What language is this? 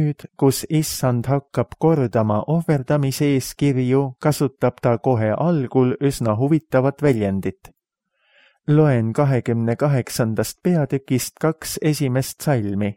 Estonian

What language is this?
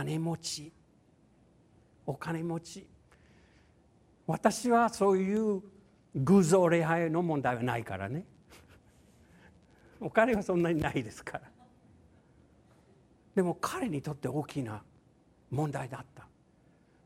Japanese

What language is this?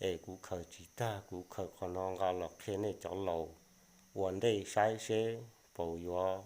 Hmong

